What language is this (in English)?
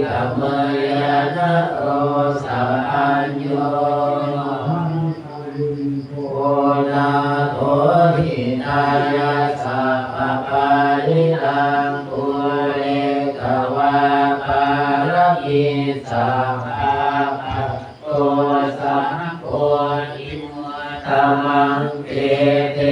Pali